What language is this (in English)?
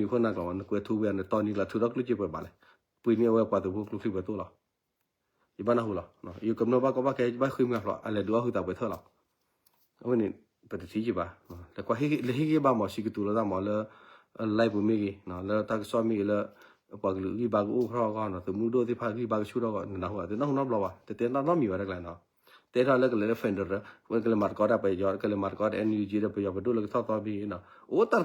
S'gaw Karen